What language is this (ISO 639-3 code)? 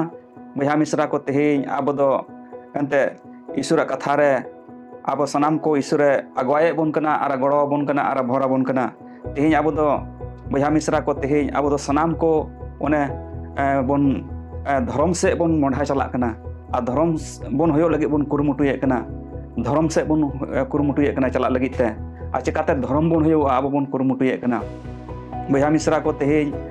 sat